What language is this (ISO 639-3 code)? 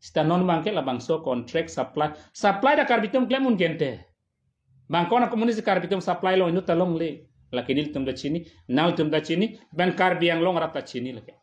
mjw